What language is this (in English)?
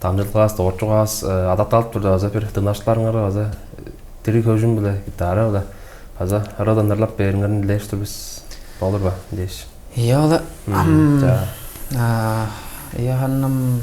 Tuvinian